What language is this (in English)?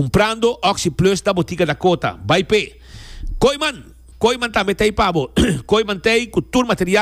Papiamento